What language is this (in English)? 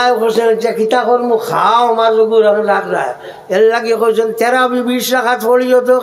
Sylheti